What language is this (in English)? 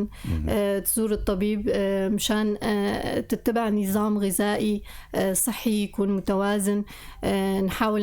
North Levantine Arabic